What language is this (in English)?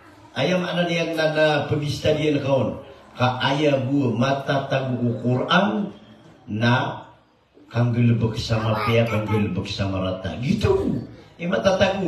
Maranao